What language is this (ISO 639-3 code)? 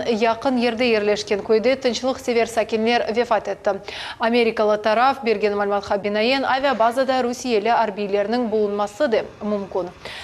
crh